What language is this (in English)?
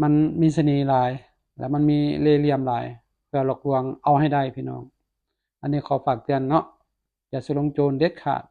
Lao